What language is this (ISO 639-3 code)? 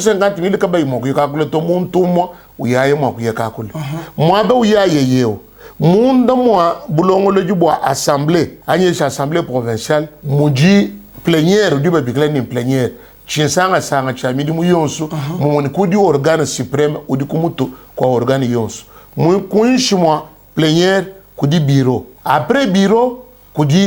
lua